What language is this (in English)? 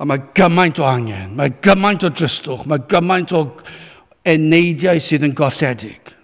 Welsh